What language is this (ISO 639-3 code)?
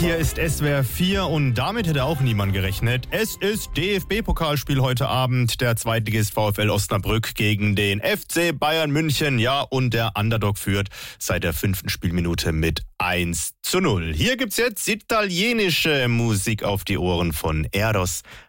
deu